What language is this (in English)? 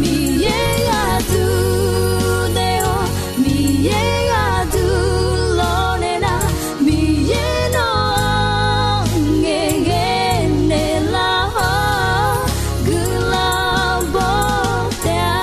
Akha